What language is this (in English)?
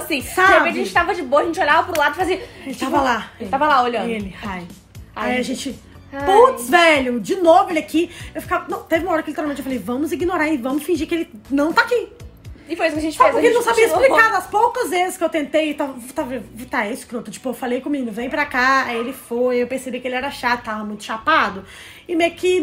Portuguese